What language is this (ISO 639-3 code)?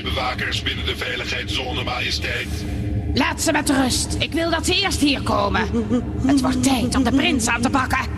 nld